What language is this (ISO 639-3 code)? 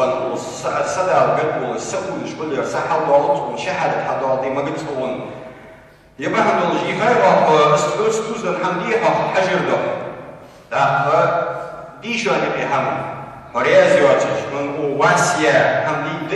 inh